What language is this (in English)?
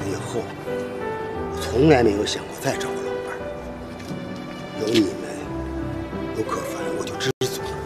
Chinese